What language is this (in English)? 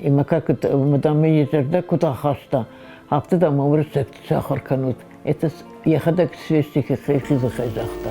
Ossetic